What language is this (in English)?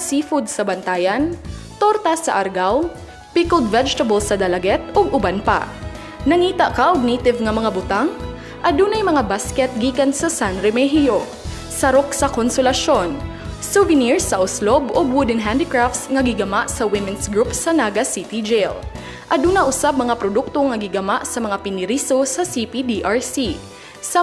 Cebuano